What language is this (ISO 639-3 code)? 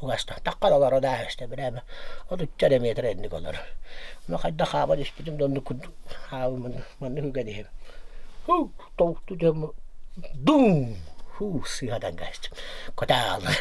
sah